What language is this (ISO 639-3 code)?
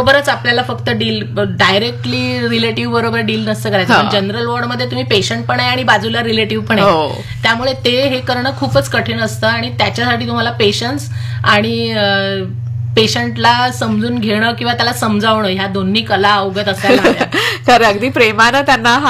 mar